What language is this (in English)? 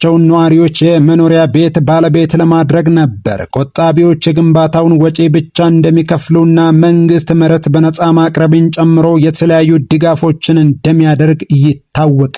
Amharic